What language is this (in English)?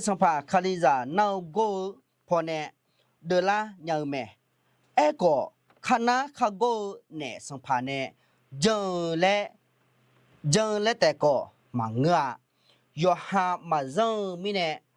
Akha